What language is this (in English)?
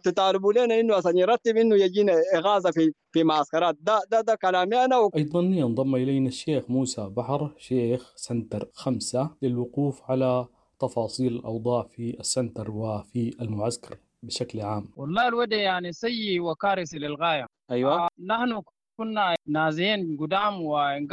Sudanese Arabic